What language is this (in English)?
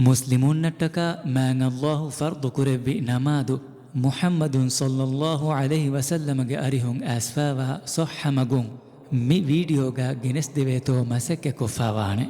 Divehi